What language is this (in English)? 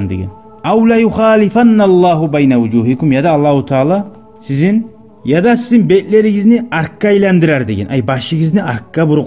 Kumyk